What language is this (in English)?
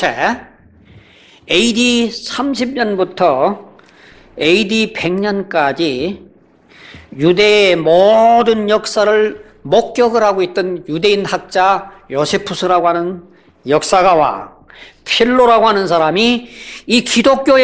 Korean